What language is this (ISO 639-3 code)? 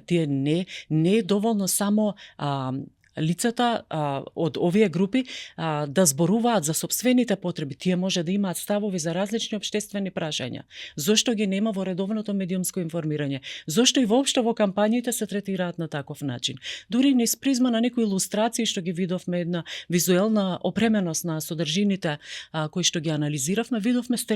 mkd